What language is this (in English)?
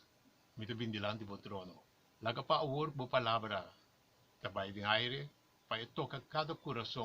Papiamento